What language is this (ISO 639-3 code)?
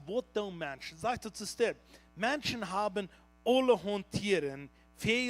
pdt